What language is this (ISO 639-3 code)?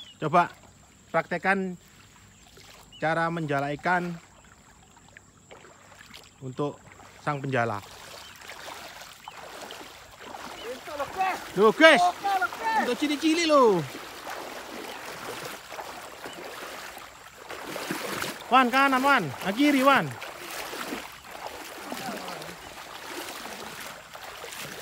ind